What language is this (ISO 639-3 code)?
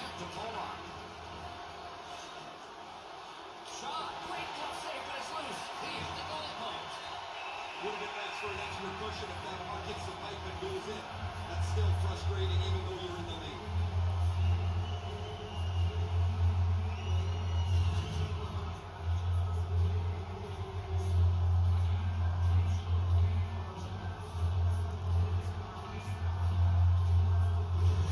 eng